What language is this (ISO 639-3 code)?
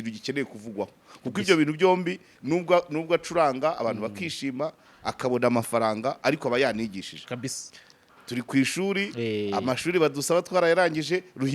kin